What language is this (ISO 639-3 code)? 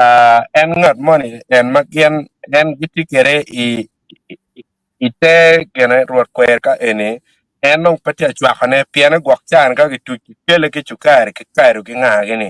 ach